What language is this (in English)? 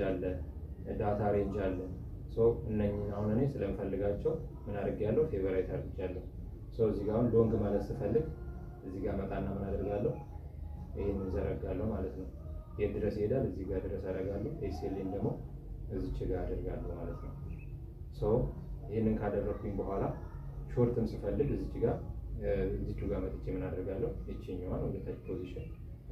Amharic